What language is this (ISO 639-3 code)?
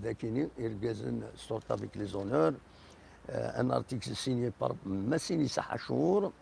kab